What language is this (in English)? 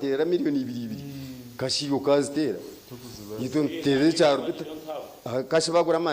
Nyankole